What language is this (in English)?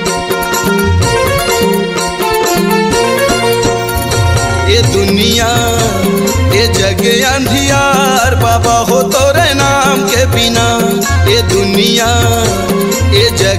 Chhattisgarhi